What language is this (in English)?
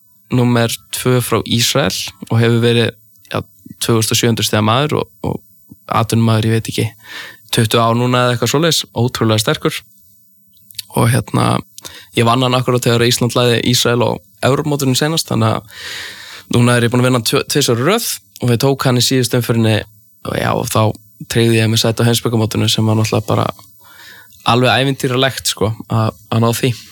Icelandic